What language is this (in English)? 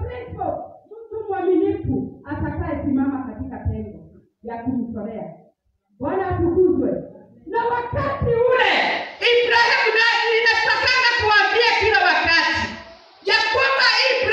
Swahili